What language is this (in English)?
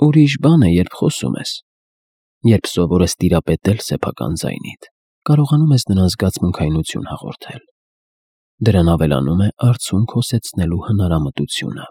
Armenian